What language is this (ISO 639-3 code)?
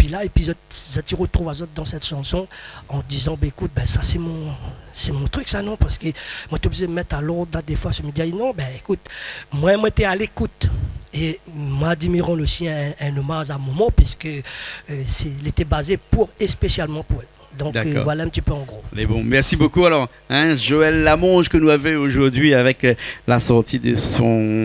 rcf